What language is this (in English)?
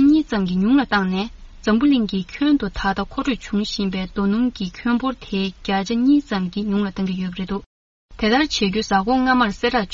Tibetan